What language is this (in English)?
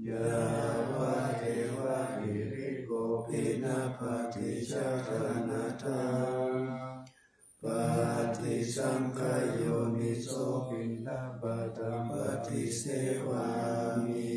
Pali